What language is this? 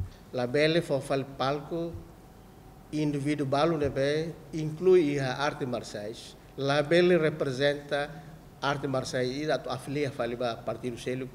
Tetum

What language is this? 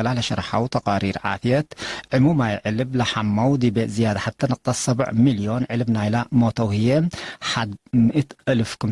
Tigre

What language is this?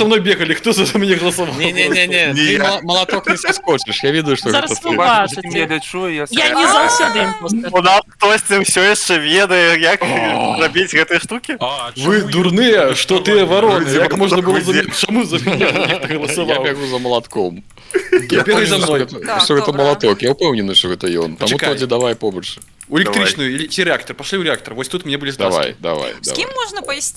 Belarusian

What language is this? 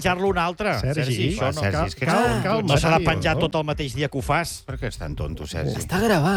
Catalan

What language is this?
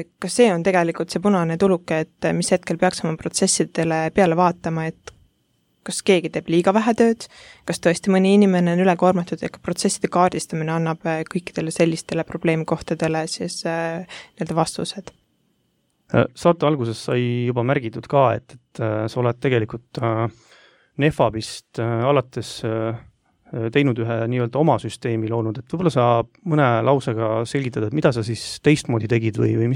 Estonian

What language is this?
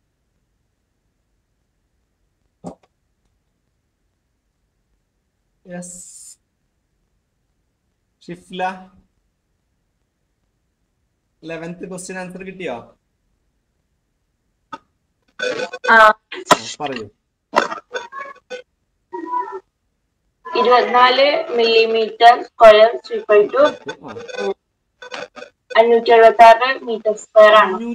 Malayalam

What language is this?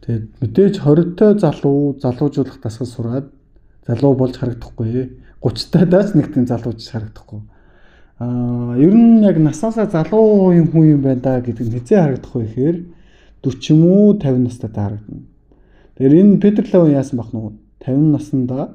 Mongolian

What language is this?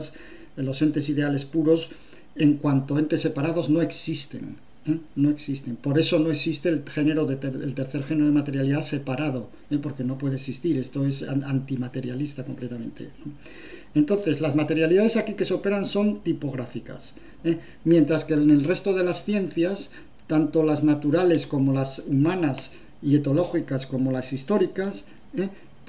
Spanish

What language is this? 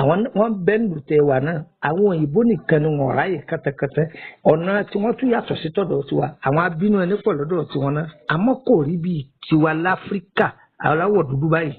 Yoruba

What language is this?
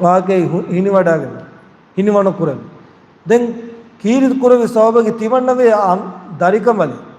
Divehi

